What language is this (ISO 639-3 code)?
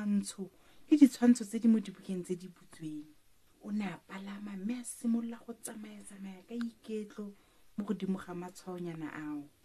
tsn